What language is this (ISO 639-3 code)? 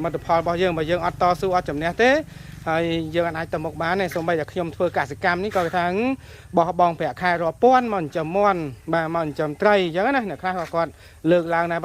khm